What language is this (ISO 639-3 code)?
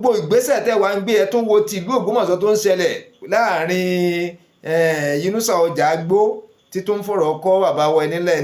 yor